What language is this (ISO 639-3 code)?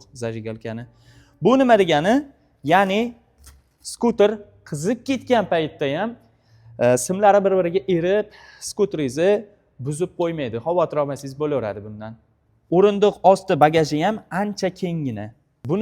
uzb